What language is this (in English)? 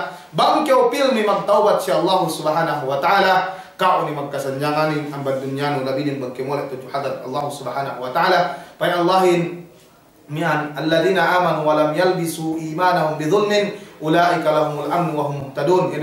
Yakan